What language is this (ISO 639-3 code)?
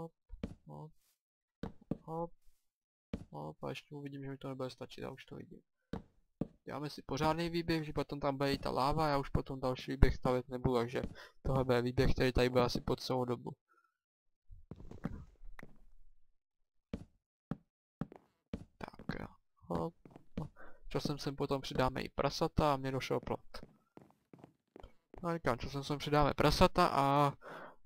ces